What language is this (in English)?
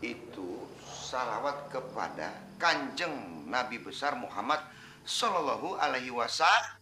Betawi